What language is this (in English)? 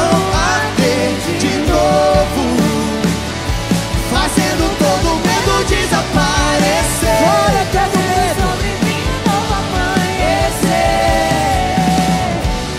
Portuguese